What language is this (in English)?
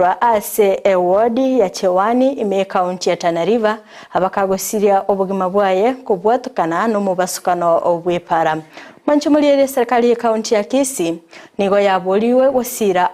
Gusii